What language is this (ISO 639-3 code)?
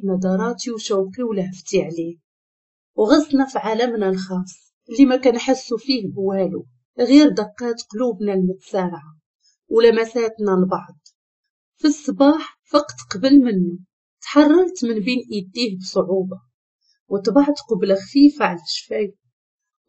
ary